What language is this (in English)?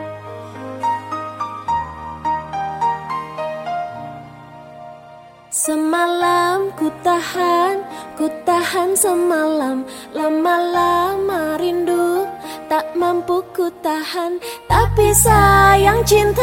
Indonesian